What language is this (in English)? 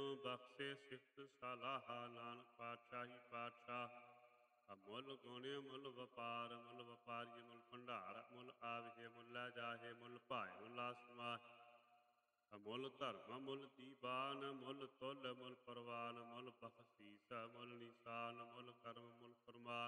Punjabi